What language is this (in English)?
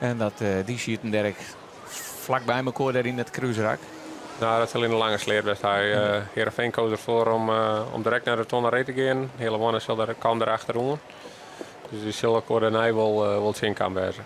Western Frisian